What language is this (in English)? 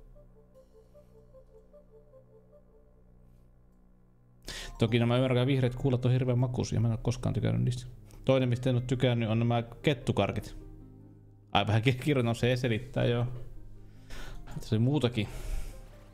Finnish